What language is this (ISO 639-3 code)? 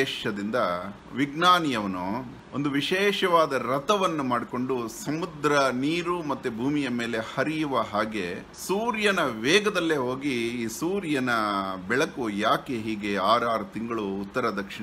kan